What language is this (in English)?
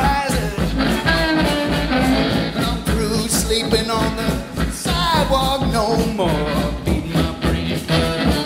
Basque